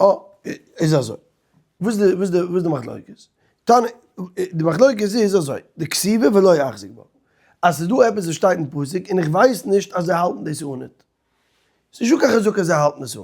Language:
Yiddish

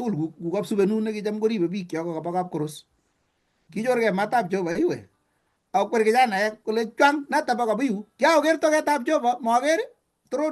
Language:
Kalenjin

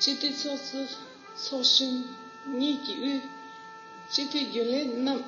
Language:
Tibetan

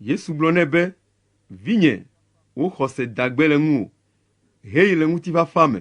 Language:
Ewe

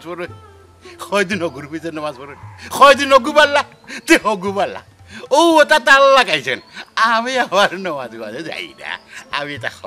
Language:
Sylheti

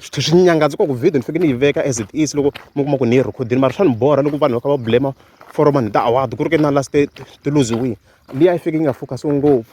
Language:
Tsonga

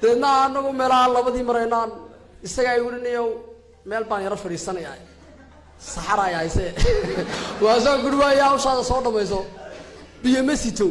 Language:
Somali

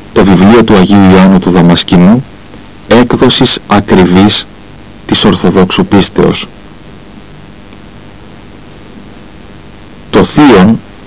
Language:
Greek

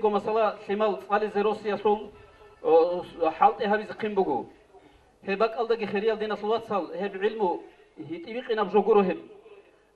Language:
Avaric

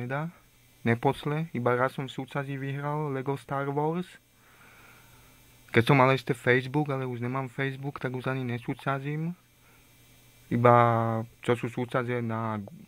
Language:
Slovak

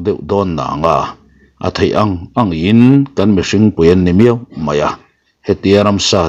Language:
Mizo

